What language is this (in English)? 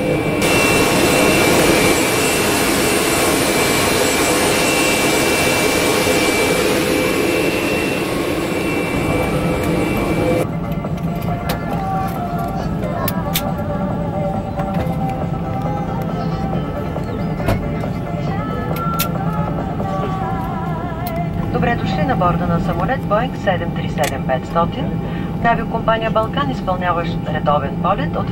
Bulgarian